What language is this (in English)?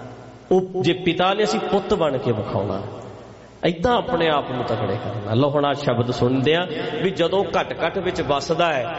Punjabi